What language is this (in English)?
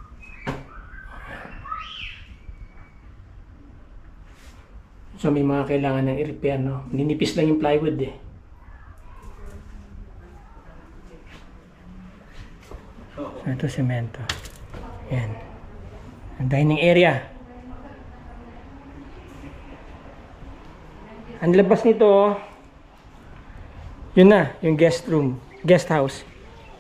Filipino